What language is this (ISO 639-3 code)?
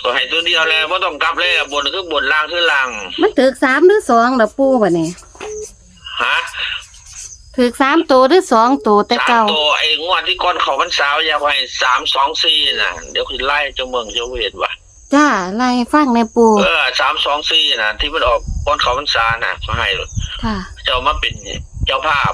tts